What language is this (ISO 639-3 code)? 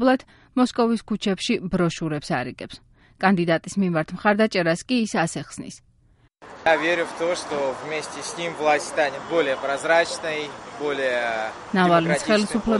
kat